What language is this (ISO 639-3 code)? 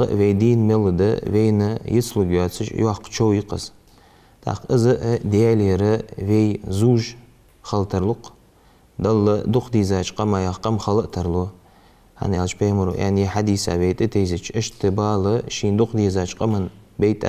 inh